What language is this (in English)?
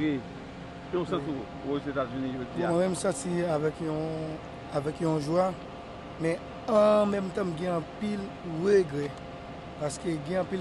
Haitian Creole